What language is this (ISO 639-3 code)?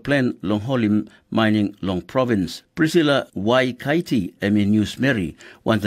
tpi